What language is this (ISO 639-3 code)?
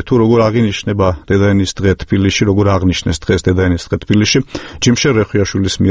kat